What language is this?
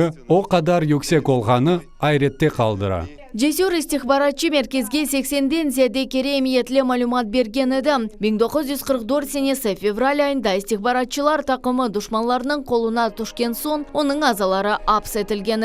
Crimean Tatar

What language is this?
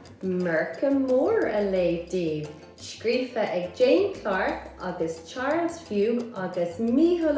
Irish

